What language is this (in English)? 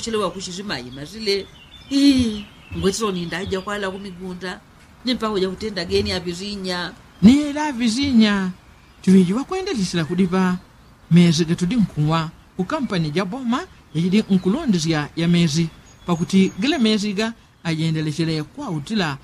Yao